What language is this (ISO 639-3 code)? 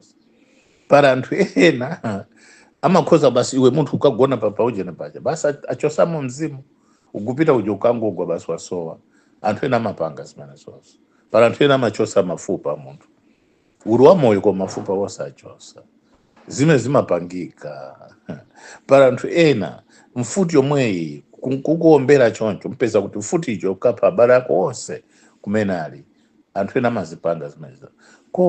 nya